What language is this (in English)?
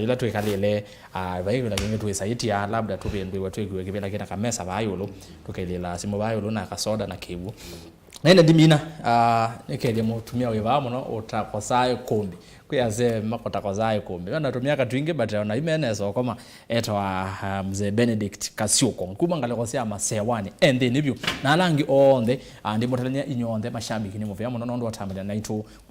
Kamba